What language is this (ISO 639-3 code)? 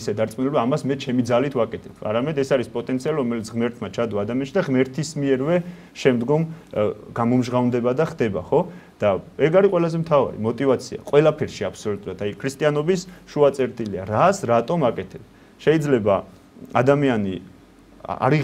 kat